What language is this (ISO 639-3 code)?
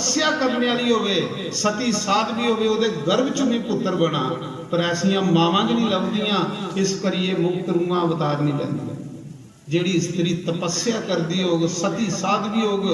doi